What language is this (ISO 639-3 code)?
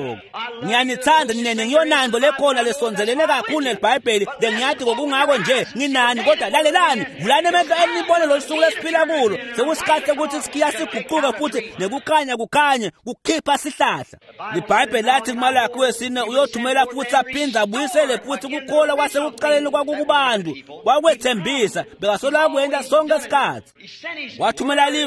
ssw